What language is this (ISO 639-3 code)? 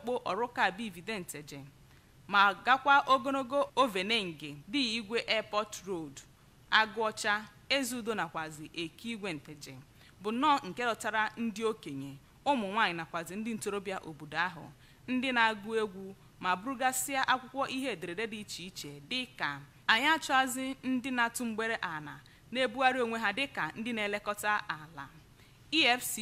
ibo